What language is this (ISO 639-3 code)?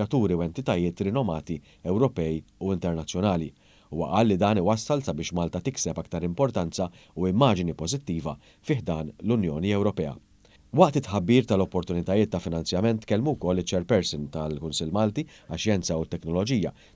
mlt